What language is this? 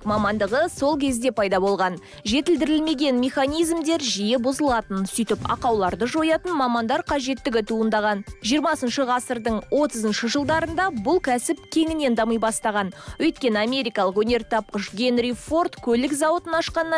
Kazakh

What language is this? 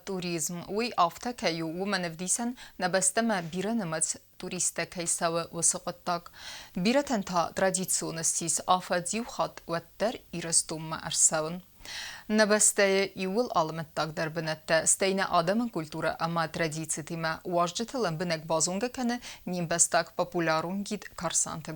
Ossetic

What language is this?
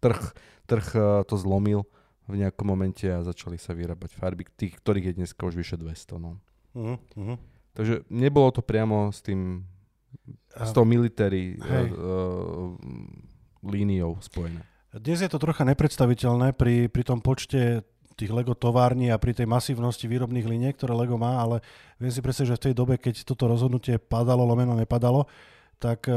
Slovak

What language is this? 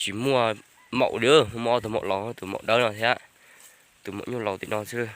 Hmong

